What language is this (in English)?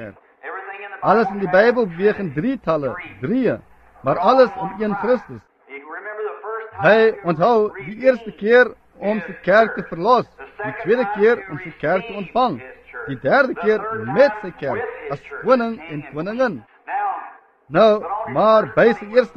Afrikaans